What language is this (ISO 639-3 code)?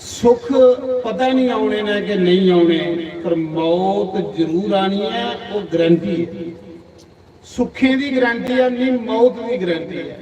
doi